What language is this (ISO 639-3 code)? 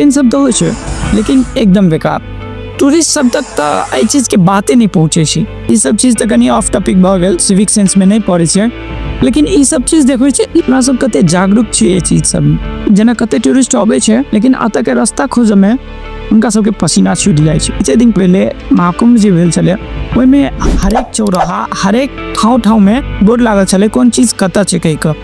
mai